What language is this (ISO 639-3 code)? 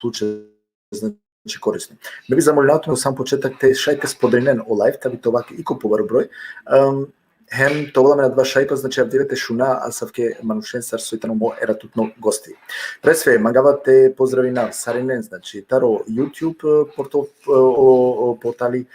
rmn